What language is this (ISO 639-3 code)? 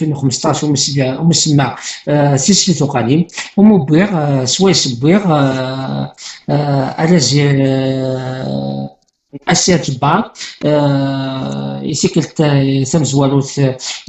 kab